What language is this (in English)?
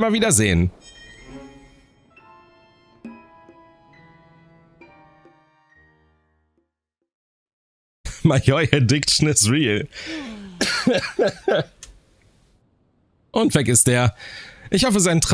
German